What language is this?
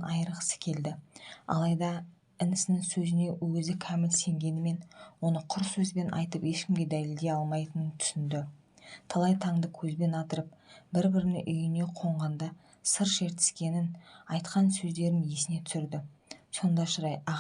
Kazakh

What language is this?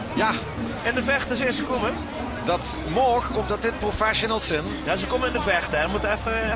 Limburgish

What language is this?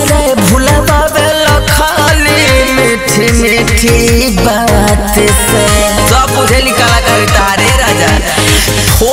Bhojpuri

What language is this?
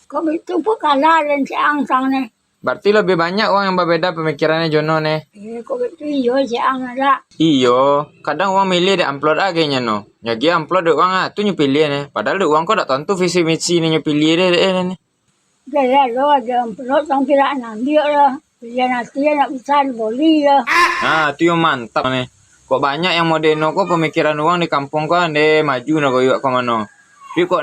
Minangkabau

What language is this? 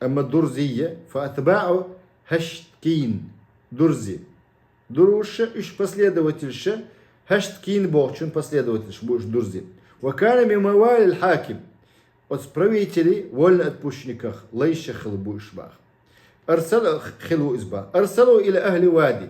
Chechen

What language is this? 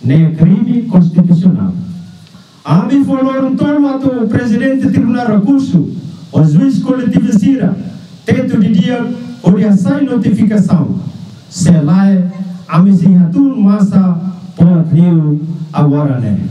Tetum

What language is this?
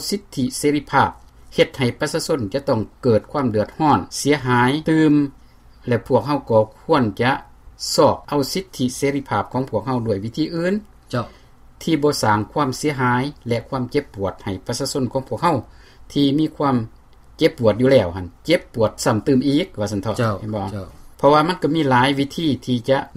Lao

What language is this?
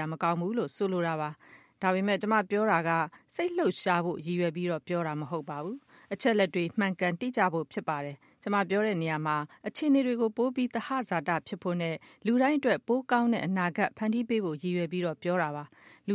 Burmese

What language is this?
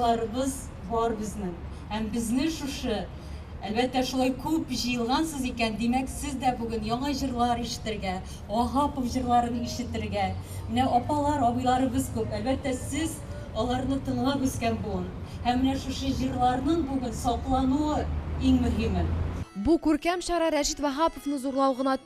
Tatar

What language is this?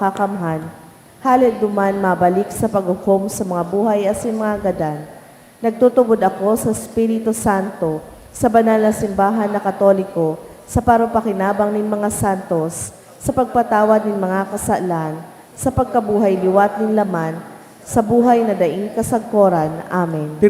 Bikol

